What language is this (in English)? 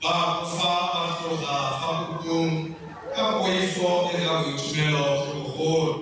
Tswana